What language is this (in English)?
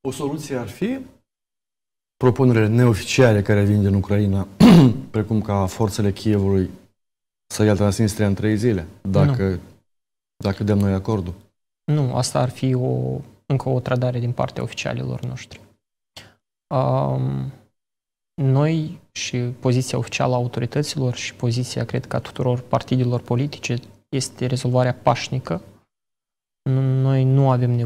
Romanian